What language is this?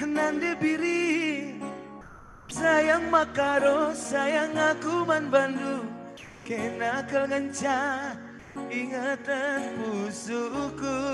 Batak Karo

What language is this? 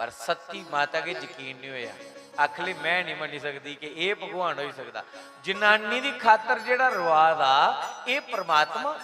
Dogri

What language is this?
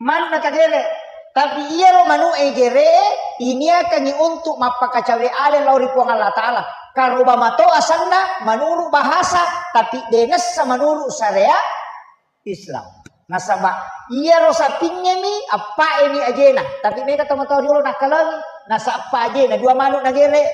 Buginese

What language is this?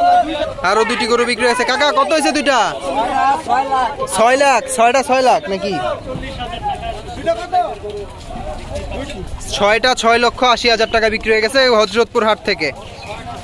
Bangla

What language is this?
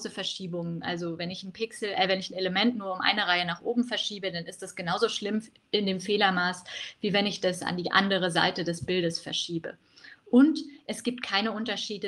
German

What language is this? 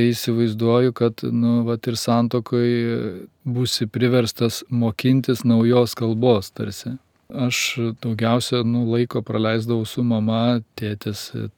Lithuanian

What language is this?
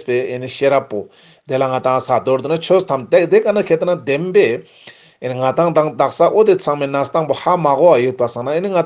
Ladakhi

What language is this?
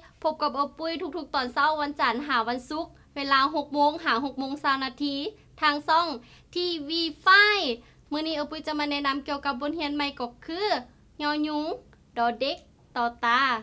Lao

